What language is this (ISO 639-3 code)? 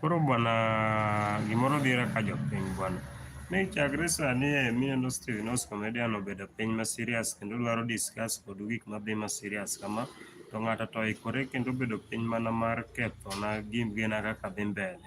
luo